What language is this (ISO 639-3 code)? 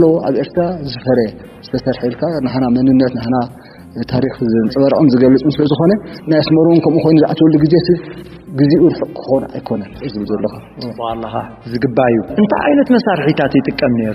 tir